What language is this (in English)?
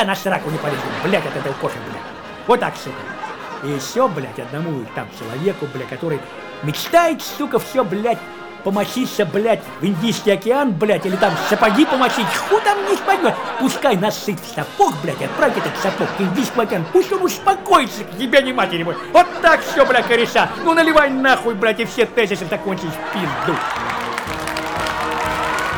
Russian